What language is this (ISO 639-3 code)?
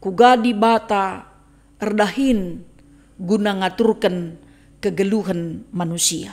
btx